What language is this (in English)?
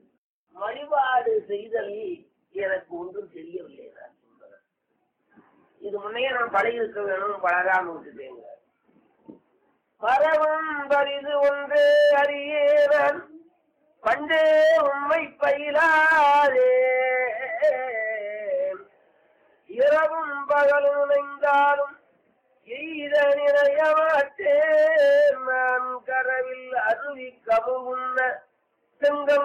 Tamil